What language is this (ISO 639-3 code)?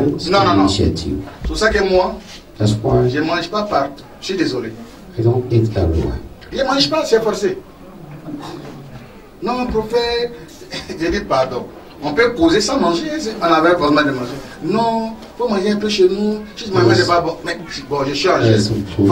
fra